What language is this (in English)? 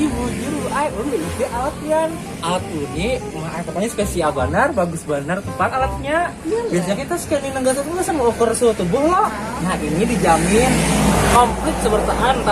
Banjar